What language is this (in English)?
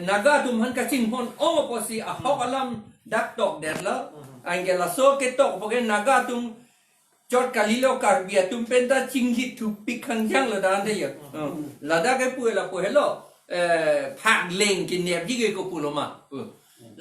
Karbi